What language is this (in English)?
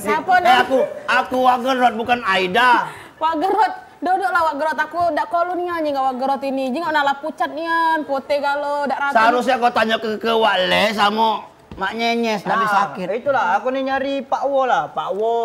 Musi